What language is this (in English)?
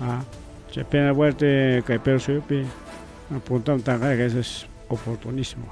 Ayacucho Quechua